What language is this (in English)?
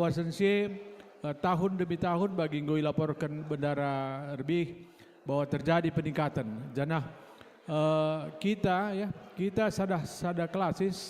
Batak Karo